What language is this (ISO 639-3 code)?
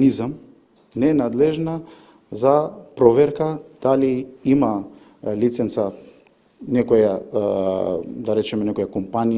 mkd